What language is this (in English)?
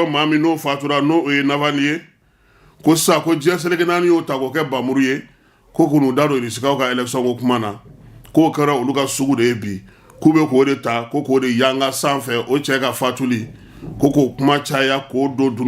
Bambara